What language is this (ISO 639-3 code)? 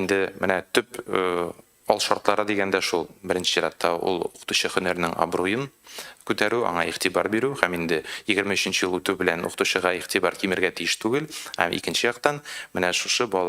tat